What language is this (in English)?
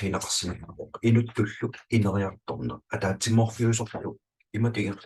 Kalaallisut